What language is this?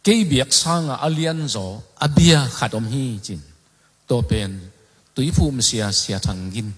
Tedim Chin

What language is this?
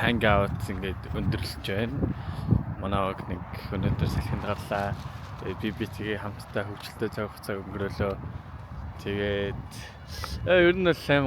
Mongolian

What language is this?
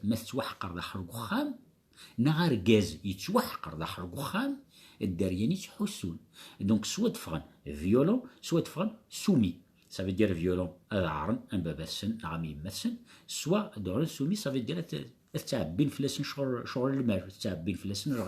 Kabyle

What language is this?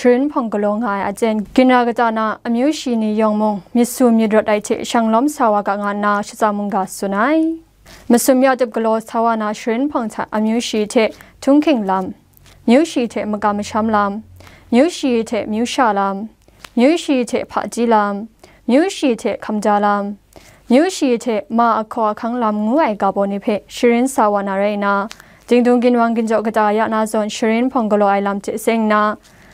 Kachin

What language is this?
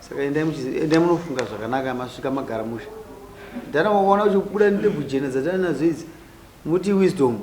Shona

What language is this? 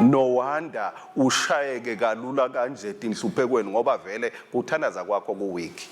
Swati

